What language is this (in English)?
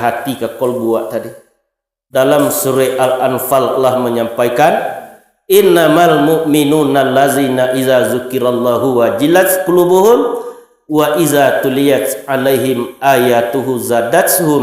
Minangkabau